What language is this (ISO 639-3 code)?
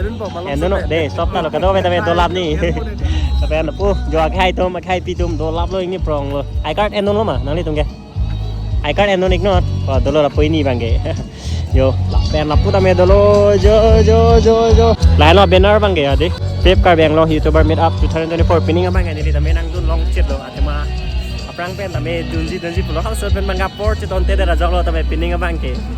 mjw